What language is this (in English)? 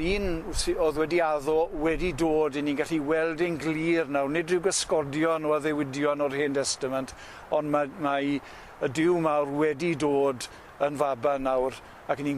Welsh